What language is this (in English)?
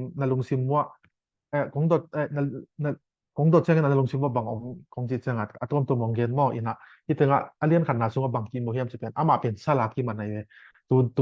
Tedim Chin